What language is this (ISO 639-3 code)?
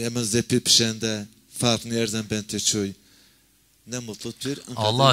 zza